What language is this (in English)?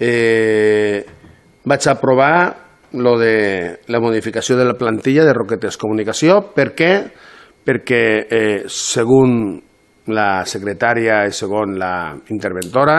Catalan